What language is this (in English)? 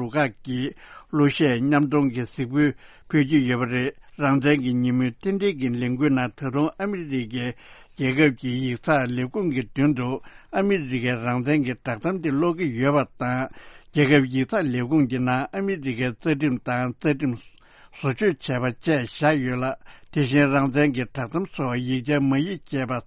Tibetan